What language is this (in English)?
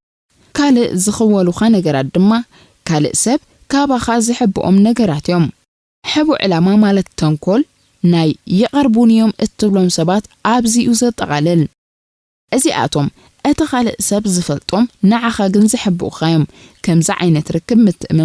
Tigrinya